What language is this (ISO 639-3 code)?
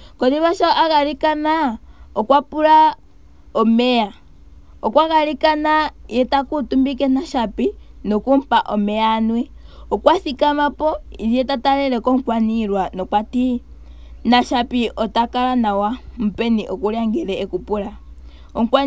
ndo